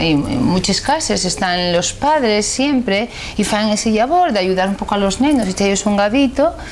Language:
Asturian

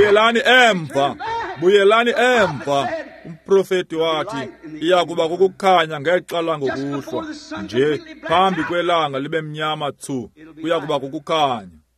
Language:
Xhosa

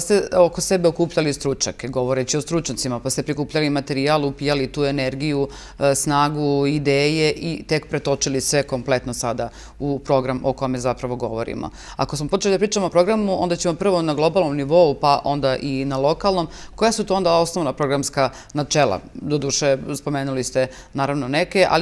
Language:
Serbian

